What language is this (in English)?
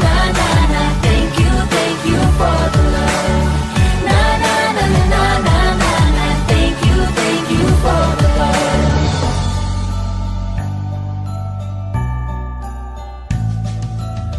Filipino